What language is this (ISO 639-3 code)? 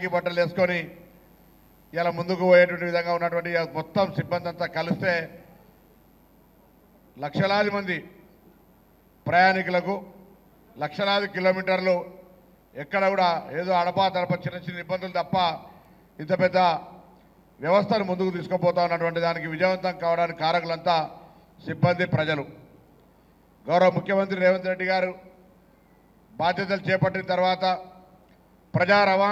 tel